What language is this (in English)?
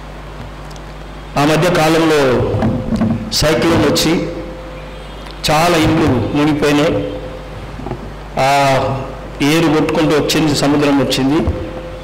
Telugu